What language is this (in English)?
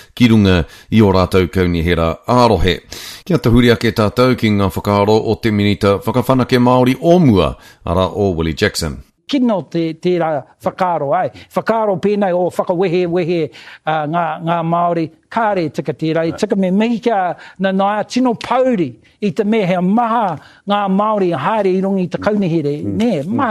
Māori